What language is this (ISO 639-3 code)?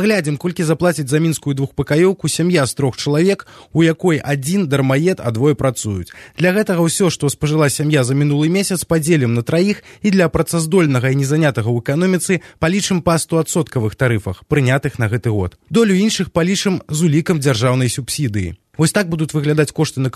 bel